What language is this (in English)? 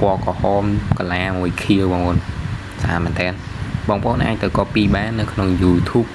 Khmer